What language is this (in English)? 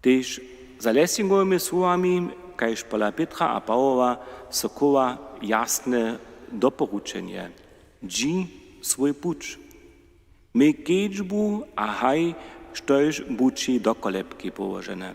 Upper Sorbian